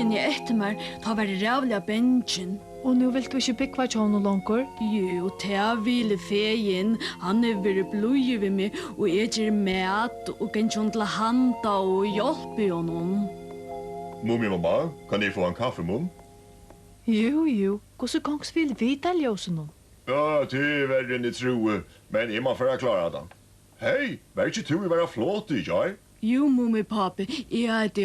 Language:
Faroese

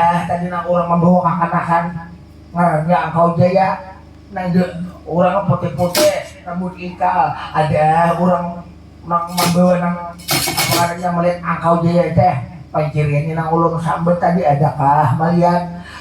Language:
Banjar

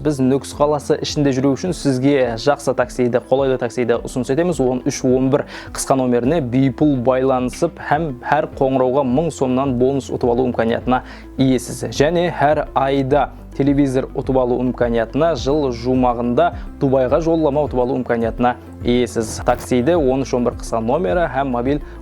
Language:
Kara-Kalpak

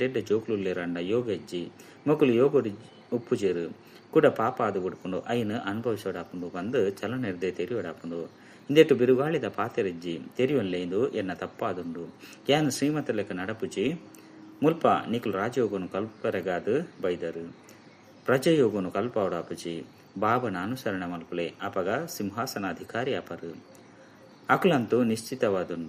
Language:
Tulu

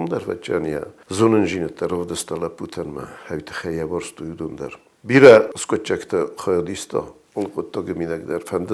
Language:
Ossetic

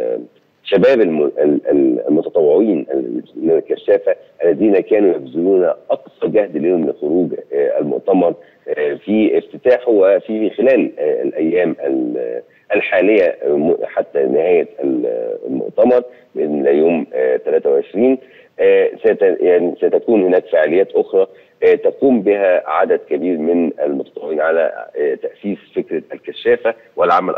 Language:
Egyptian Arabic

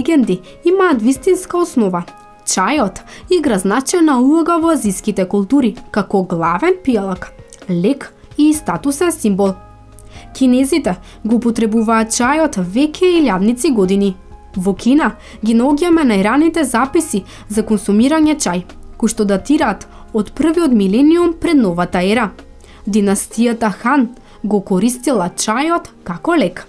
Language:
Macedonian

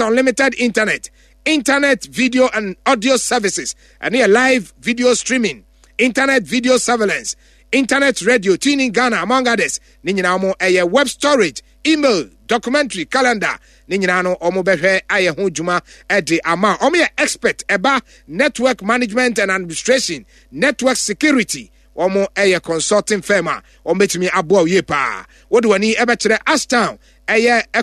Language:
Akan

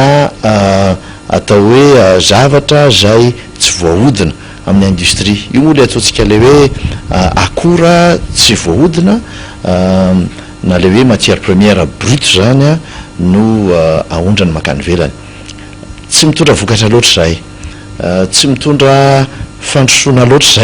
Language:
Malagasy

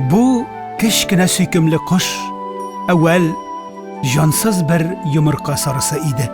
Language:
Tatar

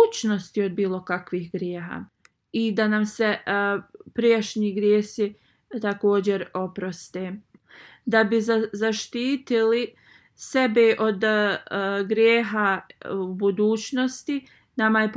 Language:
Bosnian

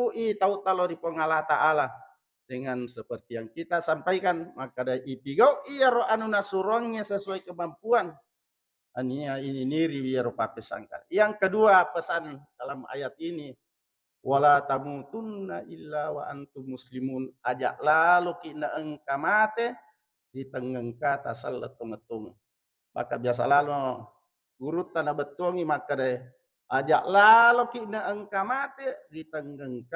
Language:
Buginese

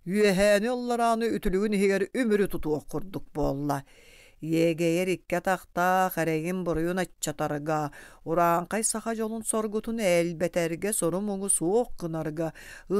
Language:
Yakut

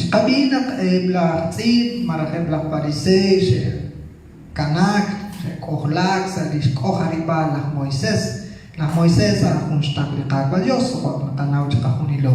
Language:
Kekchí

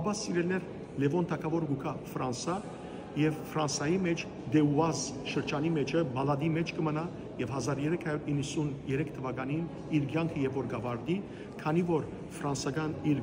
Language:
Western Armenian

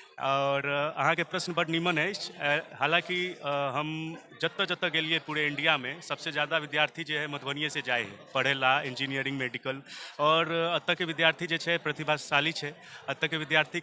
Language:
Maithili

